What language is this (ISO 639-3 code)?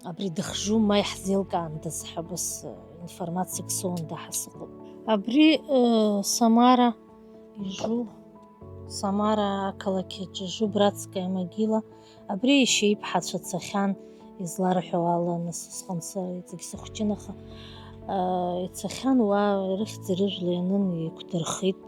abk